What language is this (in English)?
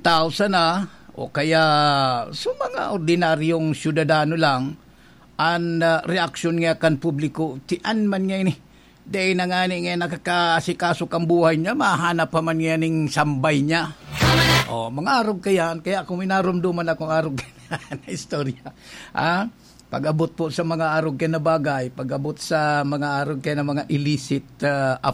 Bikol